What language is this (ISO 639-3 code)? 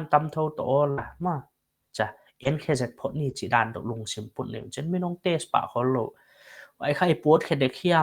pck